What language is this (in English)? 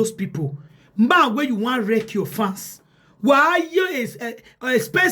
Nigerian Pidgin